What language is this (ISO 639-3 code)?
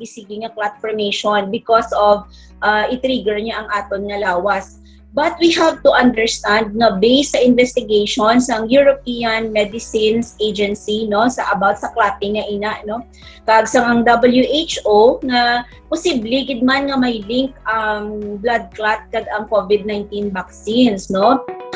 hil